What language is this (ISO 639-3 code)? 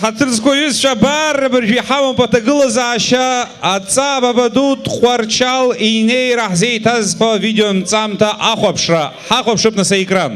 abk